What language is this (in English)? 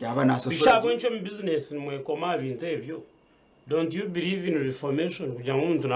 Nyankole